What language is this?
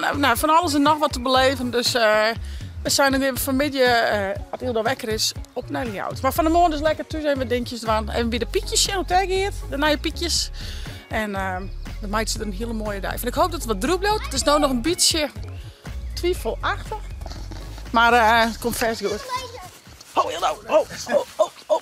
Western Frisian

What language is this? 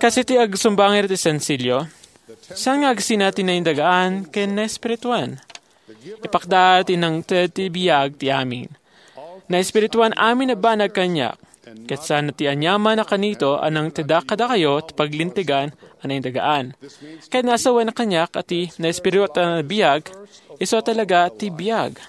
Iloko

